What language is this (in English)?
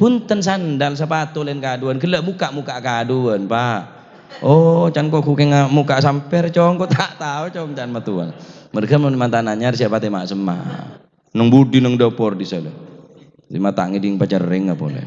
Madurese